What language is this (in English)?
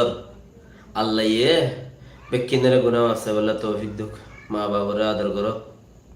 Rohingya